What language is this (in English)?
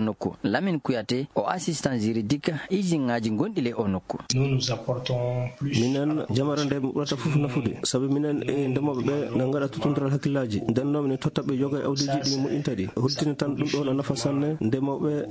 Maasina Fulfulde